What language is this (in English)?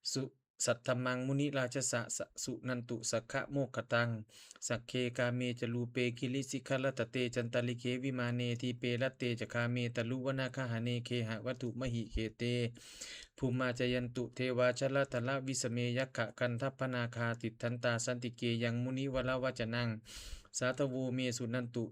Pali